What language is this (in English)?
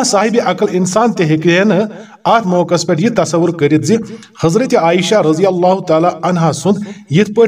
Kashmiri